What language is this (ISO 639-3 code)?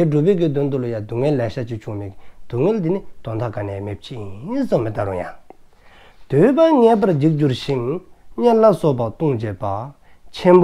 dzo